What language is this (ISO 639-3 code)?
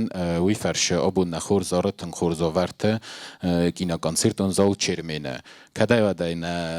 oss